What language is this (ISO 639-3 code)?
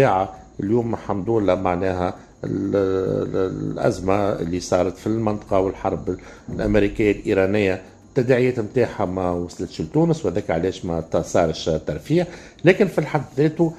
aeb